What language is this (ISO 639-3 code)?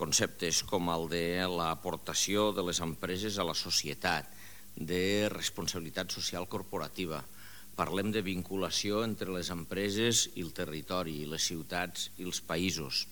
cat